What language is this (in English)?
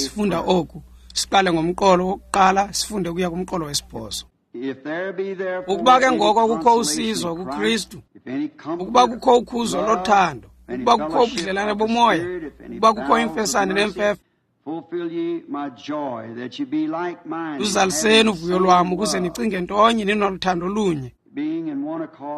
Xhosa